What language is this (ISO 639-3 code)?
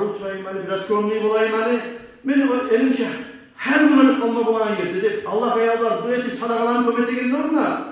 kum